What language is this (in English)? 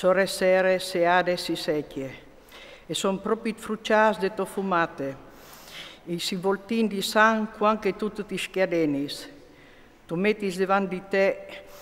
Friulian